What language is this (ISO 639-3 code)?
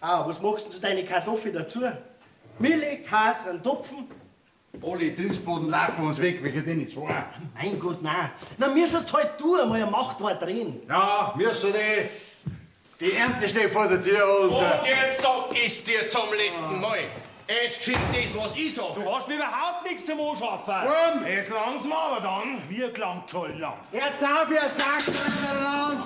bar